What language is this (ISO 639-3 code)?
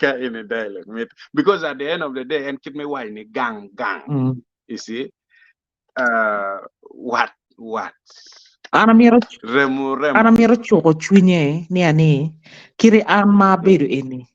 ach